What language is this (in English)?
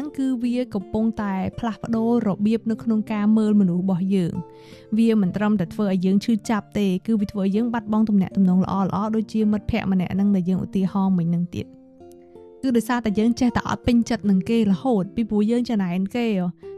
Khmer